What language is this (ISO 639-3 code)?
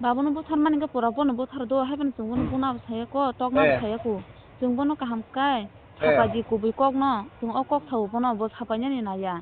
trp